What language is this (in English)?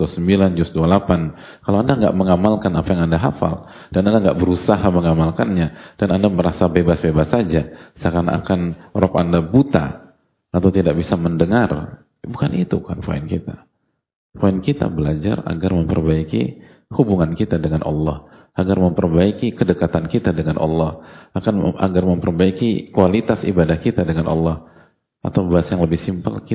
Indonesian